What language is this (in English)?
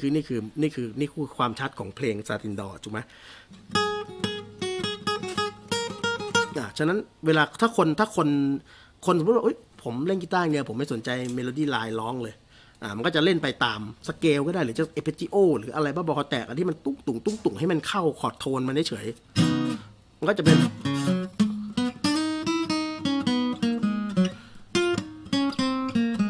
Thai